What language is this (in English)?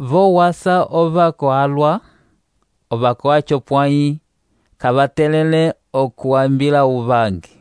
Umbundu